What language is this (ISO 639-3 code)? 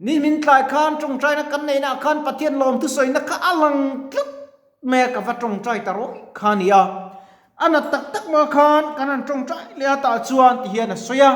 lus